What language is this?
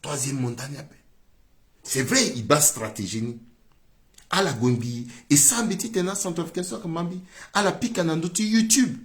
Sango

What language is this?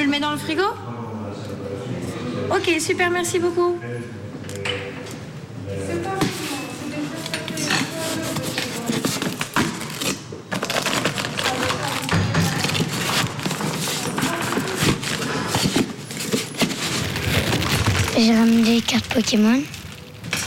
French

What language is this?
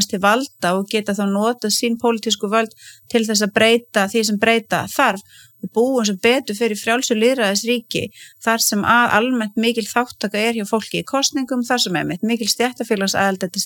Icelandic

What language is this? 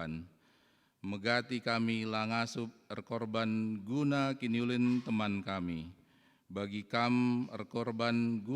Batak Karo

